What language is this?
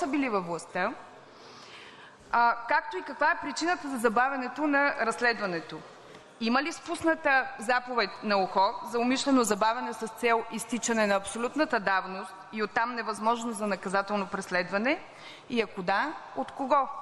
Bulgarian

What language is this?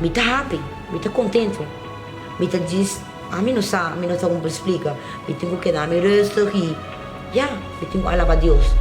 Papiamento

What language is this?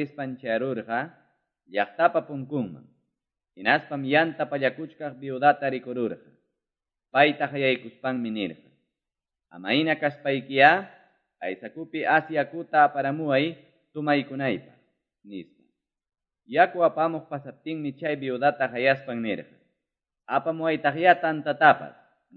Quechua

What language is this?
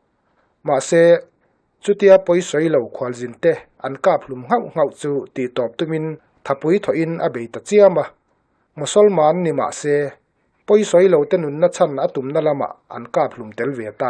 Mizo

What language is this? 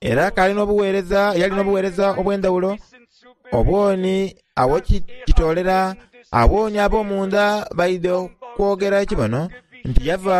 Soga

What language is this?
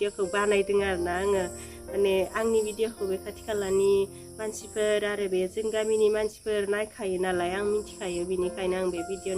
Bodo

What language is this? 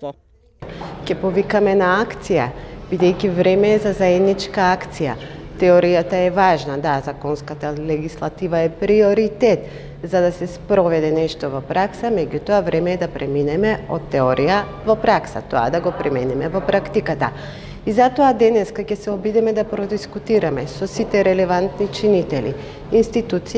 Macedonian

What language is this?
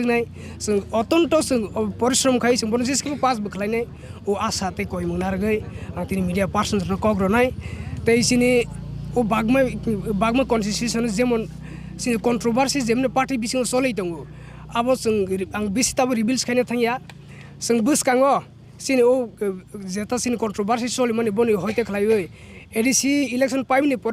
Kok Borok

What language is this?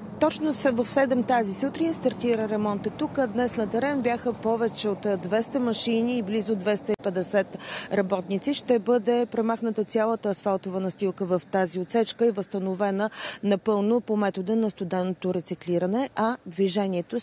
Bulgarian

